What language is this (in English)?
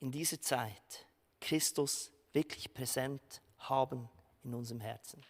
Swiss German